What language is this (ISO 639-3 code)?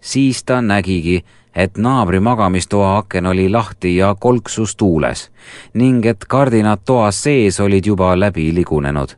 est